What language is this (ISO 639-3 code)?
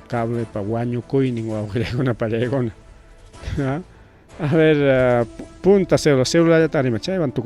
quy